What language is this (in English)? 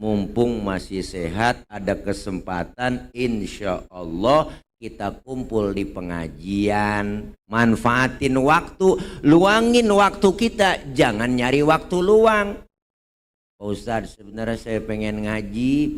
Betawi